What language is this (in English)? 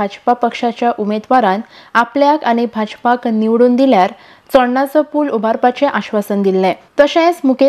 Konkani